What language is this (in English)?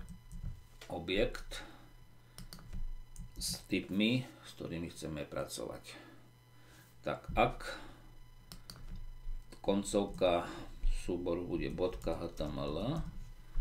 Slovak